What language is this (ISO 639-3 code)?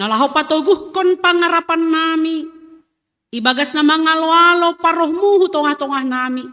bts